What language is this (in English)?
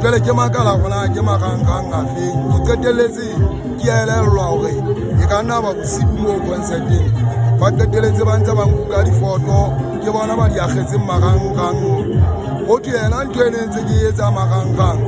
Southern Sotho